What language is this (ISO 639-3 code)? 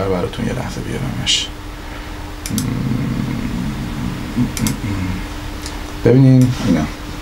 fas